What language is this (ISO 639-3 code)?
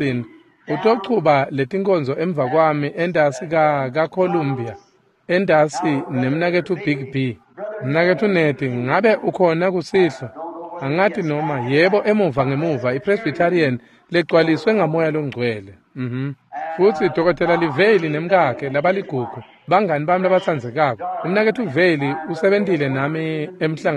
ssw